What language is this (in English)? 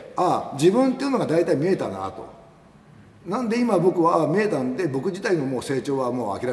Japanese